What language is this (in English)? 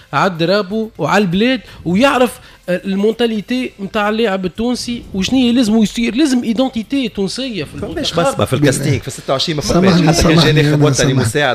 Tunisian Arabic